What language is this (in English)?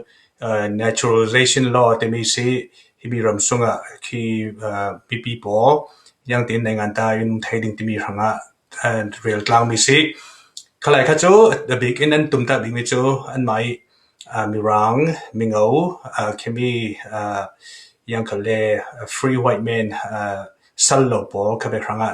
Falam Chin